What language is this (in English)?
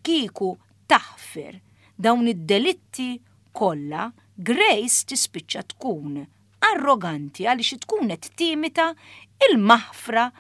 Maltese